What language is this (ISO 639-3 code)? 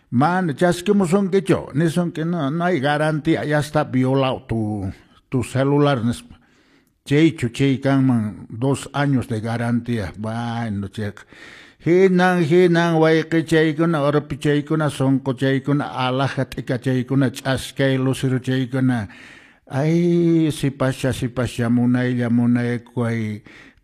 que